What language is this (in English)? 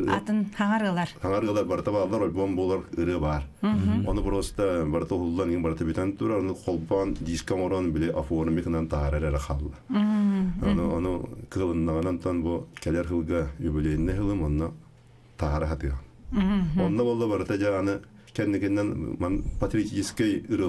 Yakut